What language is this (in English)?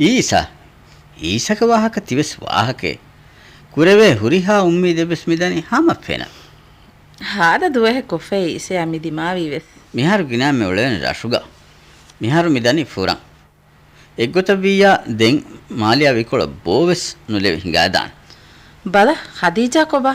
Divehi